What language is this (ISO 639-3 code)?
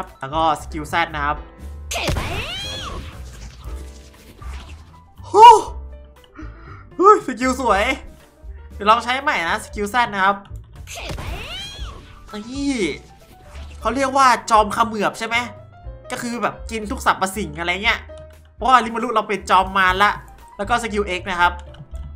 tha